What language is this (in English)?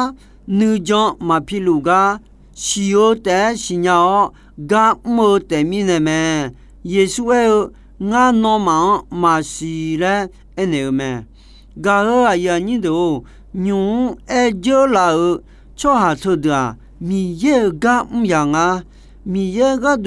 Akha